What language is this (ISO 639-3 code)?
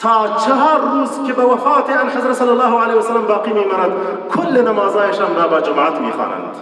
tgk